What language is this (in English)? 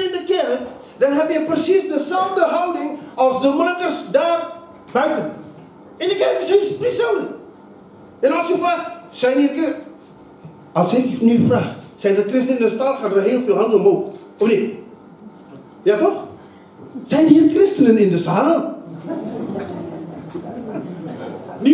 Dutch